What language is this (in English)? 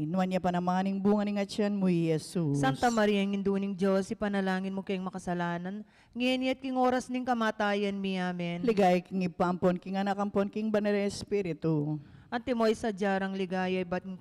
Pampanga